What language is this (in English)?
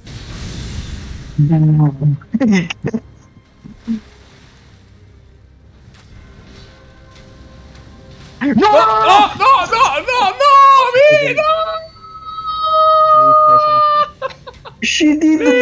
Italian